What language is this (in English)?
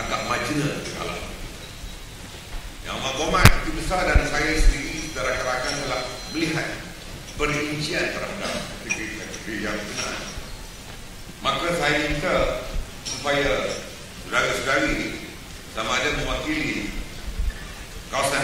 Malay